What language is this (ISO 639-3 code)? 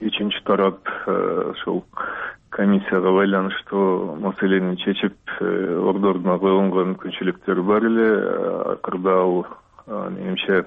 kir